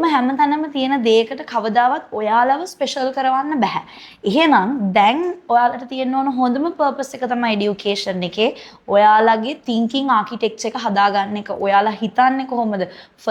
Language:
Sinhala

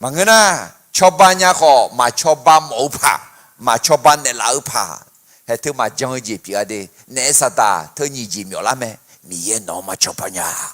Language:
Akha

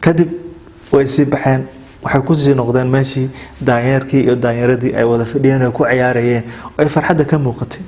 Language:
Somali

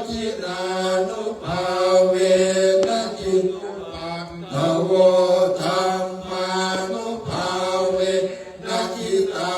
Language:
Pali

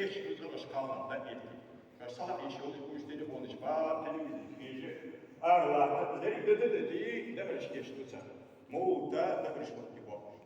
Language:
Ingush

